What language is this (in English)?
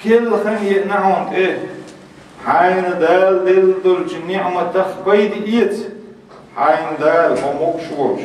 Chechen